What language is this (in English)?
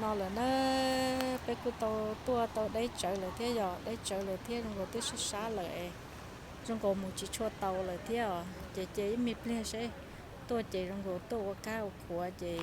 Hmong